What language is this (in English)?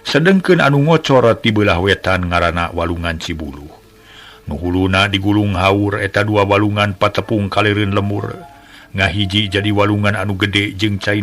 Sundanese